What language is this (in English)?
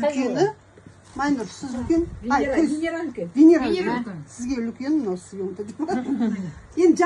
Kazakh